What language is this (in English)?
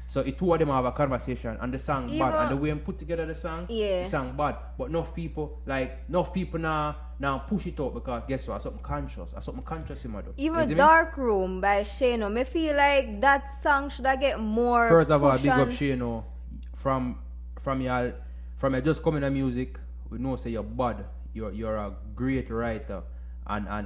Jamaican Creole English